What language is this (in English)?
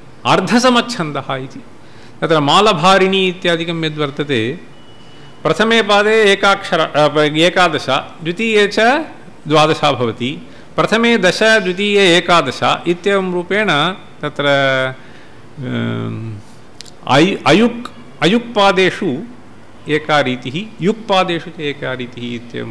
Sanskrit